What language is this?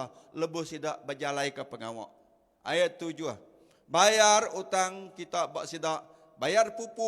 Iban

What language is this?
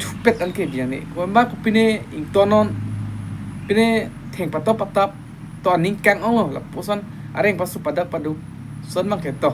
Karbi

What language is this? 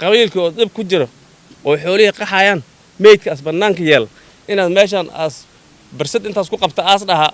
Somali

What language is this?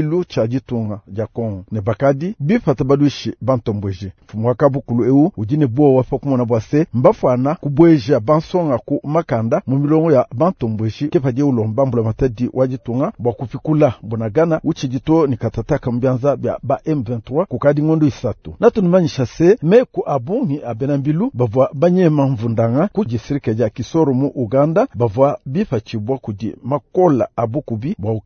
Luba-Lulua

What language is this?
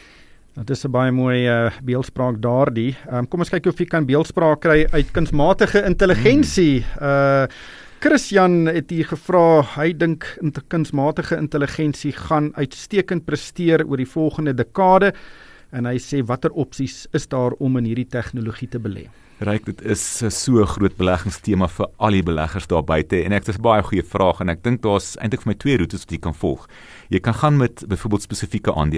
Afrikaans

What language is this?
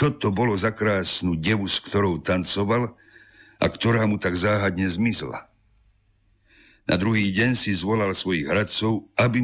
Slovak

